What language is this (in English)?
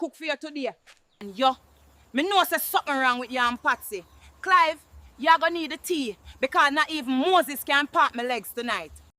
Jamaican Creole English